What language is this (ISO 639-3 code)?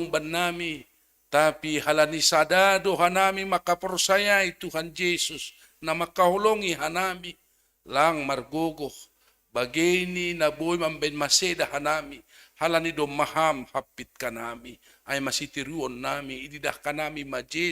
bts